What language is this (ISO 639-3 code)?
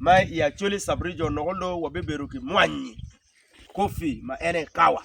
ach